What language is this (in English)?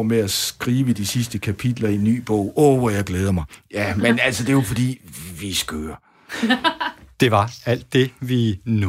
Danish